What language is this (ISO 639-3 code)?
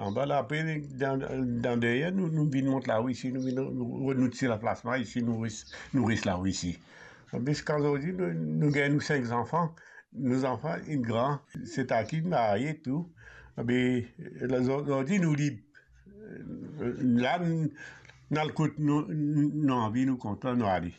mfe